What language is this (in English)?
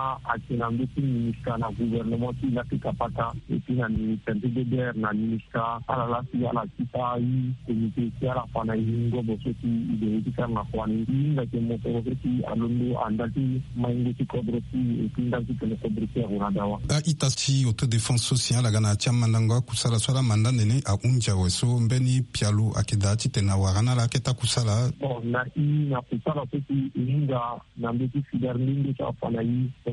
Sango